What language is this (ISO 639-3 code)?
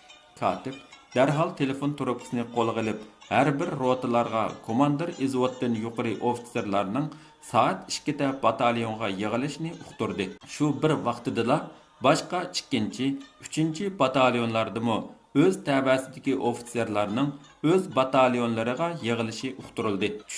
uig